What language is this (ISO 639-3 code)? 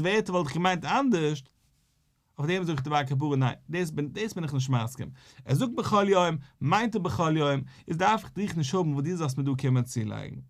yid